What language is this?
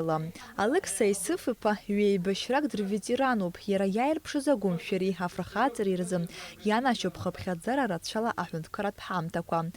Abkhazian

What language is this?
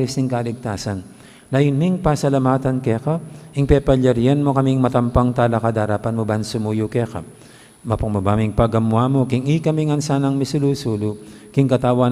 Pampanga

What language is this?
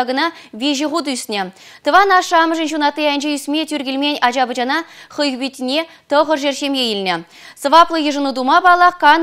Chuvash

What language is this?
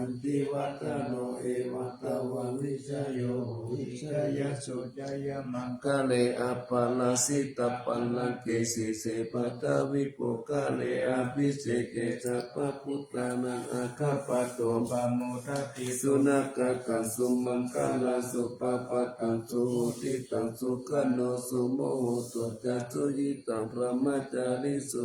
Pali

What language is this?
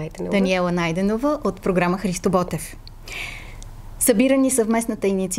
Bulgarian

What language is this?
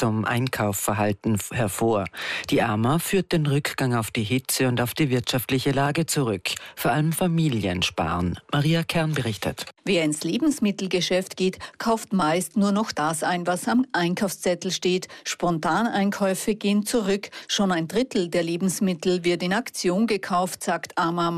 German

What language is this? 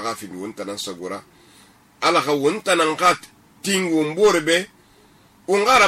Susu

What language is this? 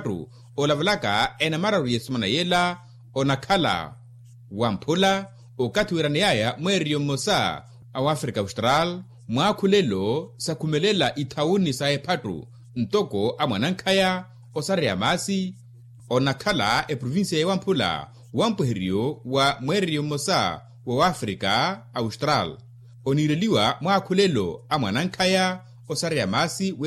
Makhuwa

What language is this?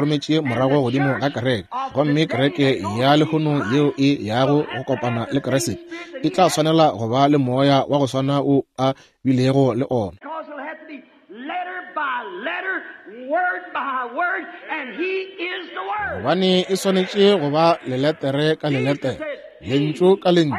Northern Sotho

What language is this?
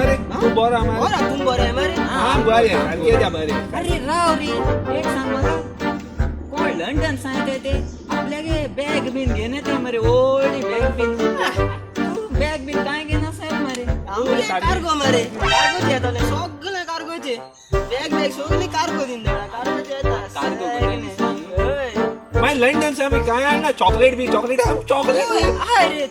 Konkani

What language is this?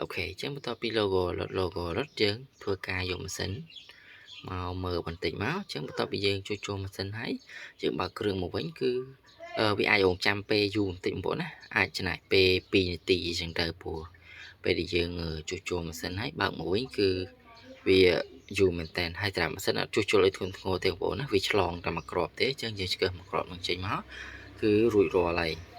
Khmer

